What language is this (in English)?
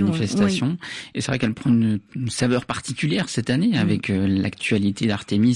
French